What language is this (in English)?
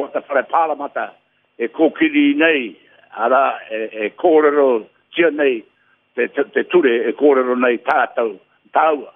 Māori